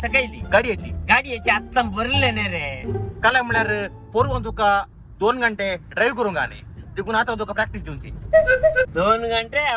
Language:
Konkani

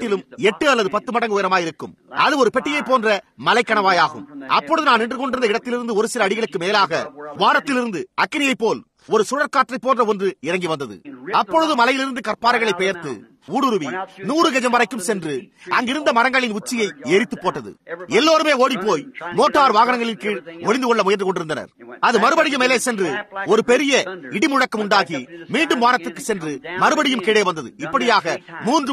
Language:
Tamil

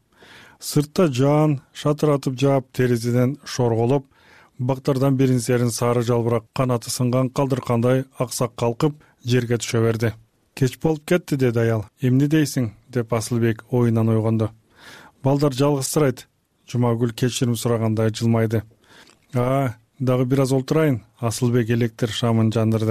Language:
Kyrgyz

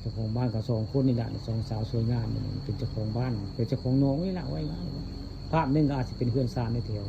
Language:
Northeastern Thai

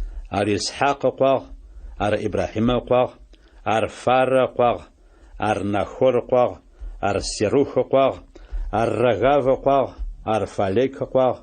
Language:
Adyghe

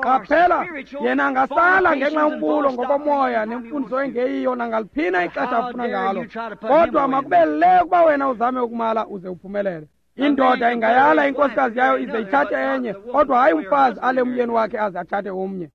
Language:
Xhosa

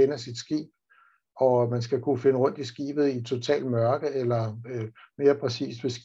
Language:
Danish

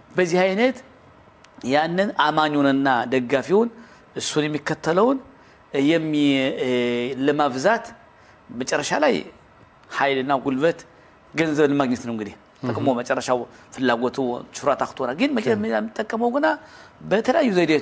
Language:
Amharic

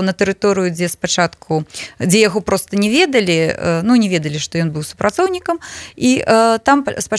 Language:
Belarusian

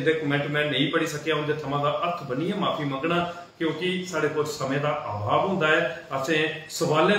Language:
Dogri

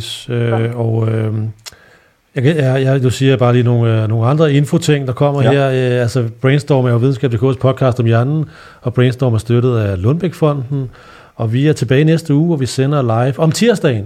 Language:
Danish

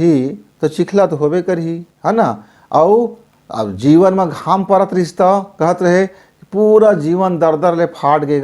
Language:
Chhattisgarhi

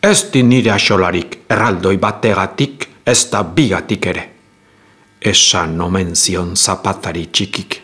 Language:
Basque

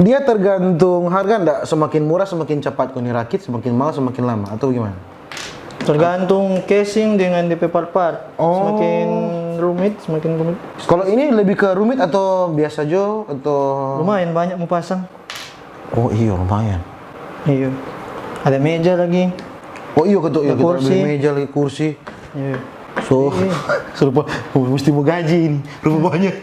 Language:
Manado Malay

